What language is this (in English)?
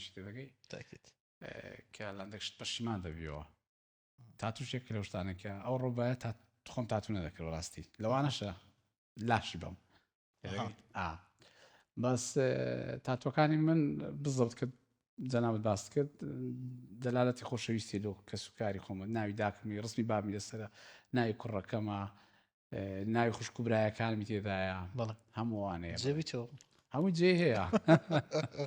Central Kurdish